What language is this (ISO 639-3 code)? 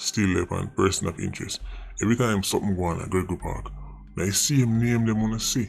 jam